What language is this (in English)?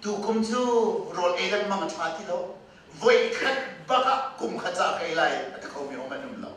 Hakha Chin